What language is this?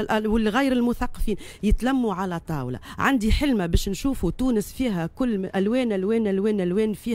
Tunisian Arabic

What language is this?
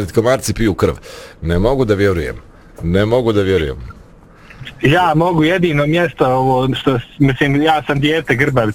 Bosnian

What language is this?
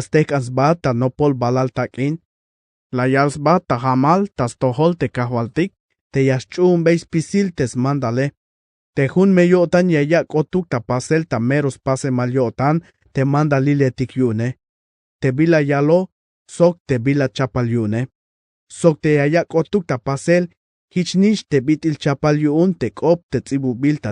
Tzeltal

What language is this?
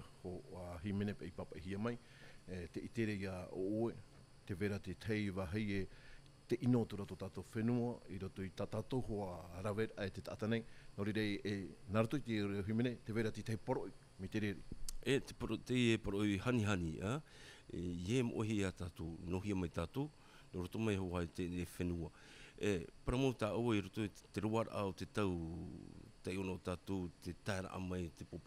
Tahitian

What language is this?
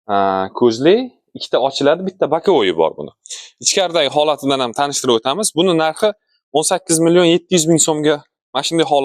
Uzbek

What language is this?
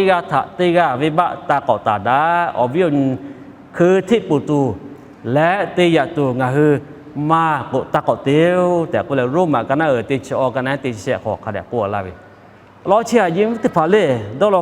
Lahu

